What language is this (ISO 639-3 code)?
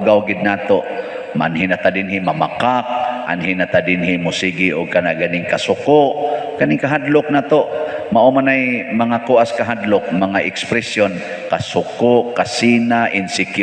ceb